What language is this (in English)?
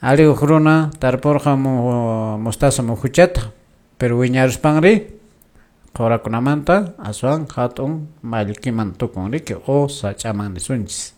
Quechua